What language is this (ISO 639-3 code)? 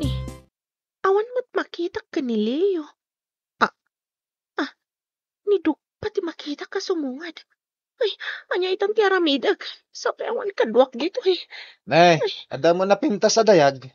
ilo